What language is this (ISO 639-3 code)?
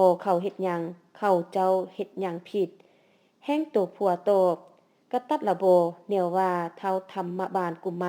lao